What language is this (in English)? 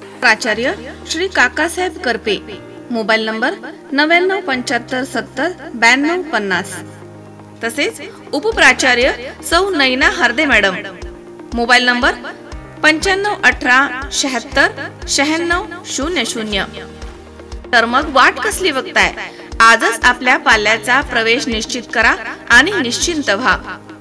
Marathi